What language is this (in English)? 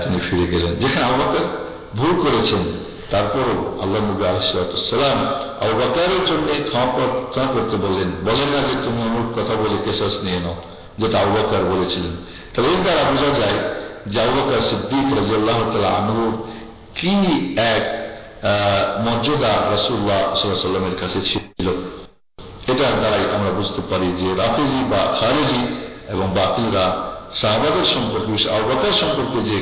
Bangla